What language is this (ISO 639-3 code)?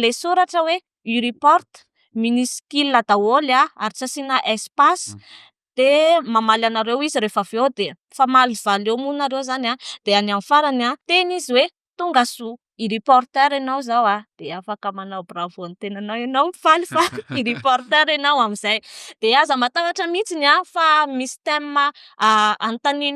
mlg